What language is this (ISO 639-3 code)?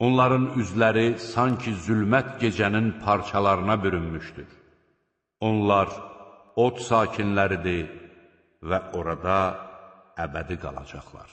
aze